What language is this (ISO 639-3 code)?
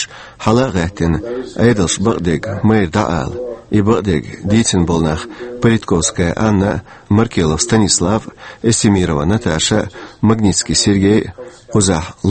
che